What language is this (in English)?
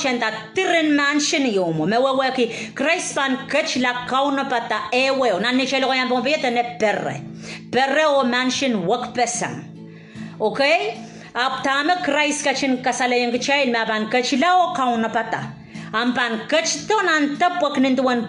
Pohnpeian